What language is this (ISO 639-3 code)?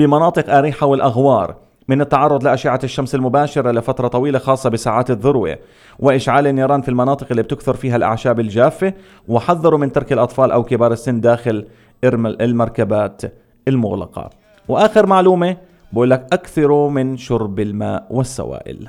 apc